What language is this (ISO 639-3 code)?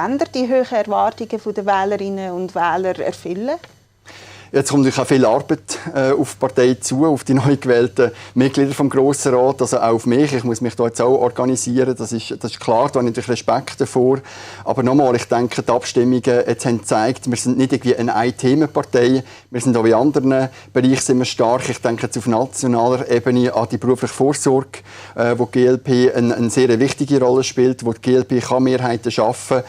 gsw